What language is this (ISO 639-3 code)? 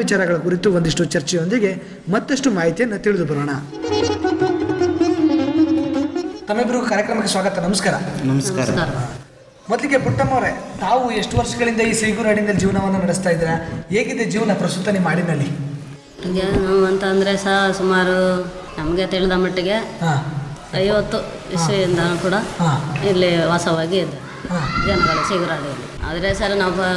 kan